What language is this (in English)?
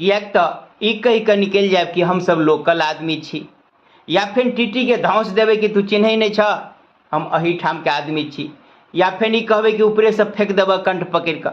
Maithili